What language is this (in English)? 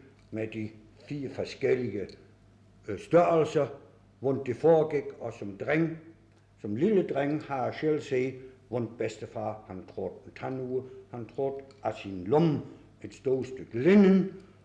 Danish